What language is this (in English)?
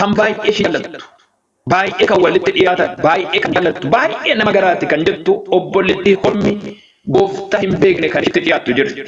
Oromo